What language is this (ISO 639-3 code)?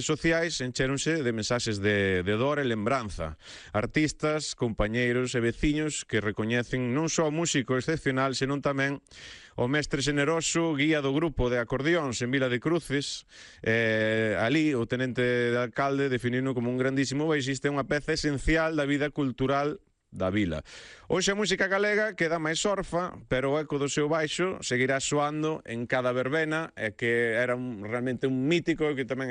glg